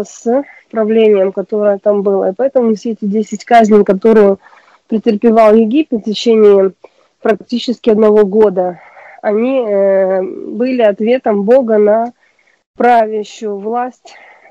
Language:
Russian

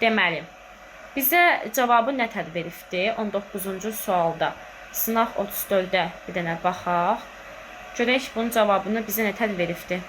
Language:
Azerbaijani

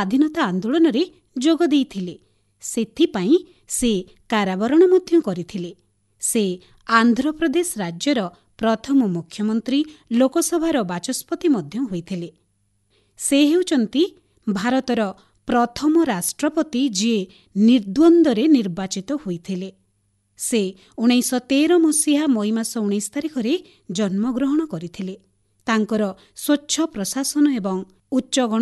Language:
Odia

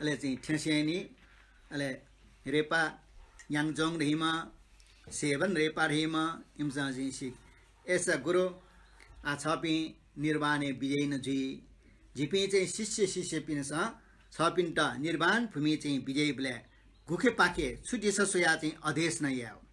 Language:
Newari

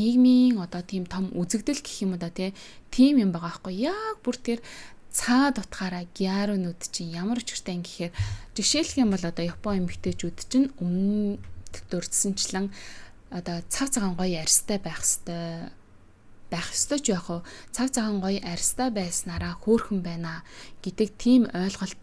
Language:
Mongolian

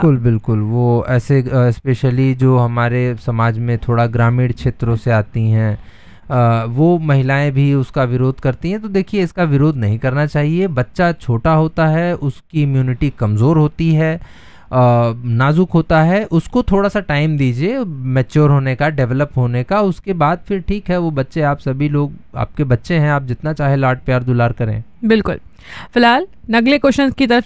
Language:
Hindi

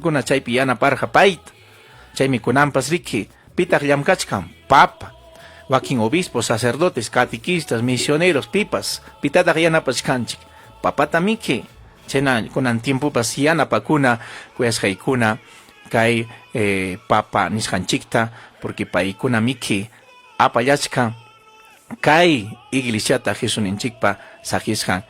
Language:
Ayacucho Quechua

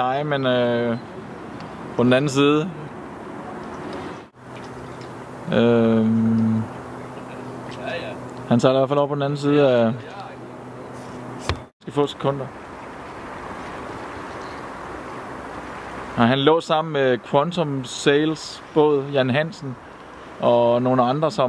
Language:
Danish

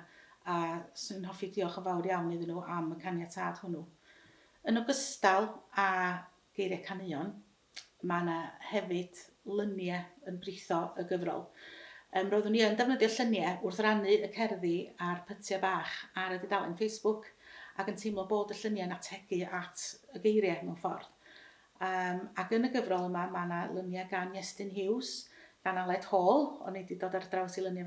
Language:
Welsh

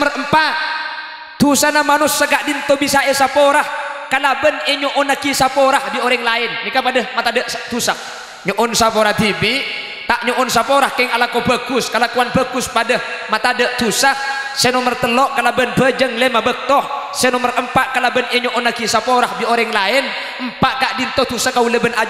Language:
Madurese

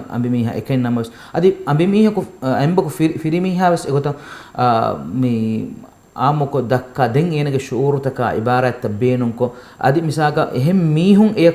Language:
Divehi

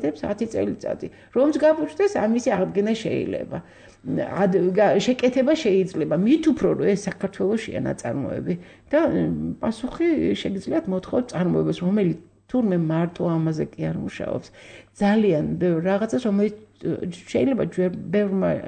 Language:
Georgian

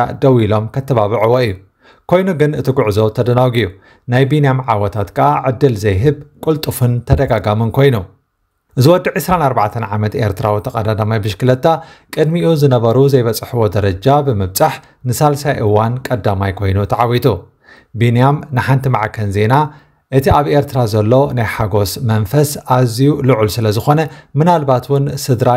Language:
Tigrinya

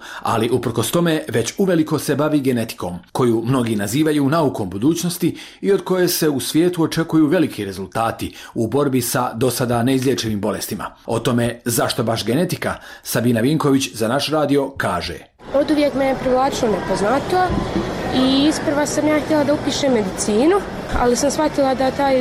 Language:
Bosnian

